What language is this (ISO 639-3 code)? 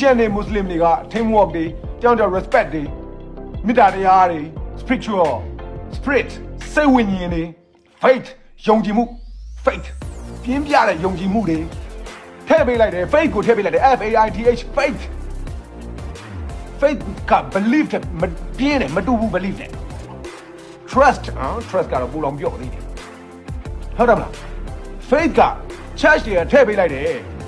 mya